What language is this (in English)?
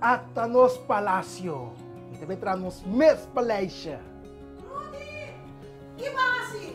Papiamento